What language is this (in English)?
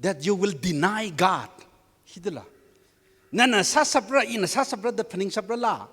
Tangkhul Naga (India)